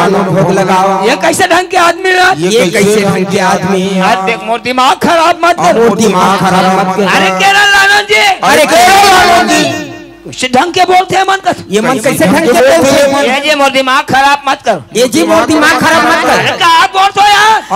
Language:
Chhattisgarhi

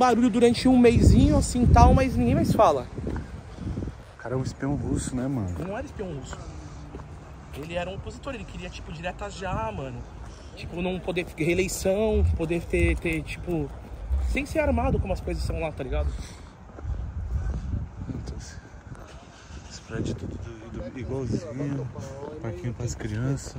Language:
Portuguese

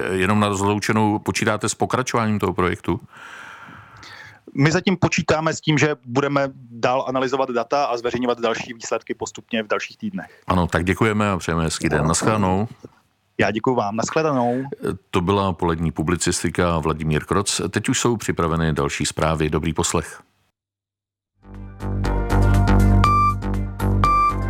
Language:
Czech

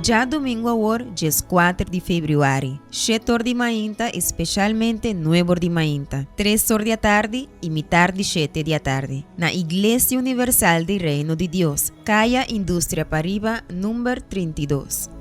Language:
Papiamento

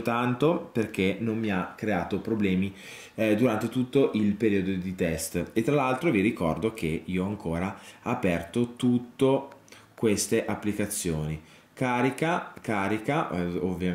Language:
Italian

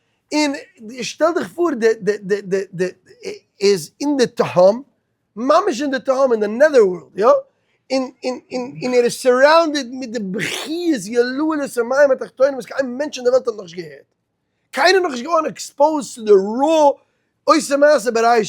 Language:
Yiddish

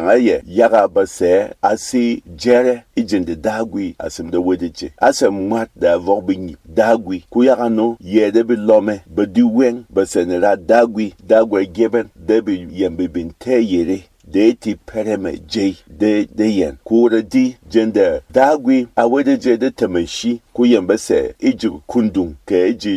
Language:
Berom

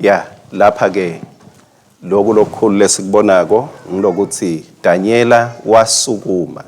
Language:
Swati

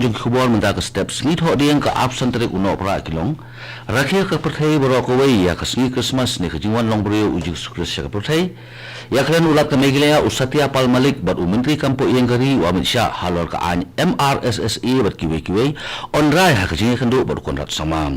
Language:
Khasi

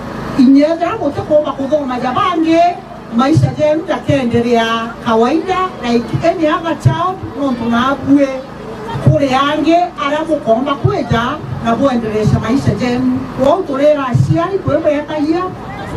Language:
Meru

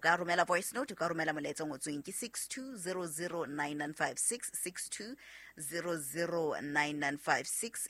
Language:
Southern Sotho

